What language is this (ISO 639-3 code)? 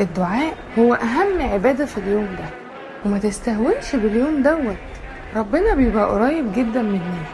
arz